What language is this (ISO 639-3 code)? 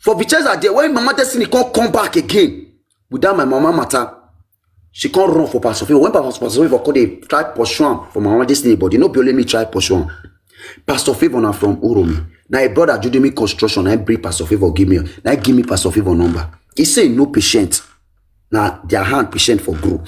pcm